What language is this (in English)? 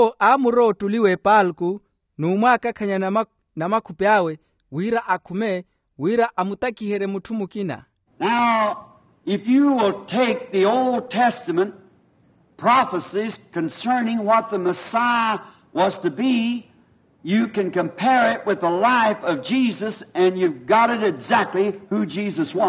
Makhuwa